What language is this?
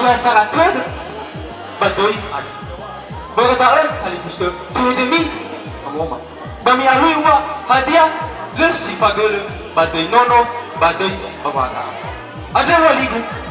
Nias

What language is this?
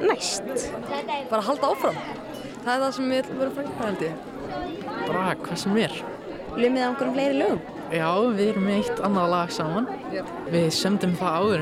Icelandic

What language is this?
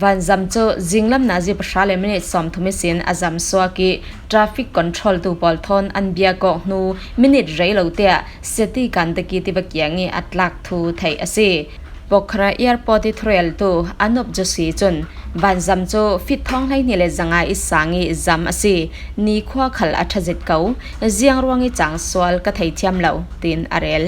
Falam Chin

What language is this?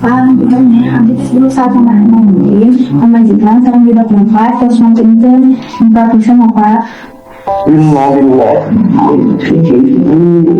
Sundanese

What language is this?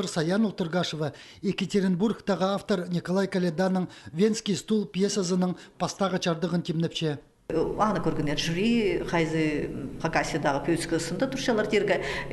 Khakas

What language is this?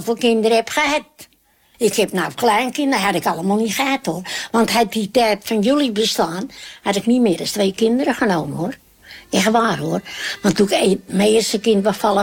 Dutch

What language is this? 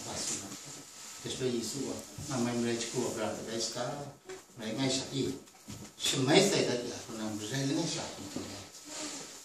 Kachin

